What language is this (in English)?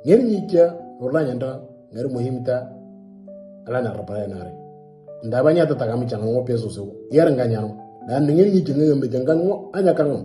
Moro